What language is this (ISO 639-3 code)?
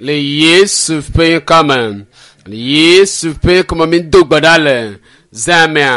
ewe